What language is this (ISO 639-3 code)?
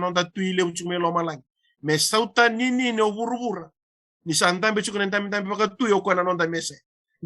fij